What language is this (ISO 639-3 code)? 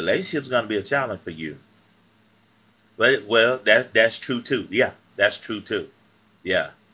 eng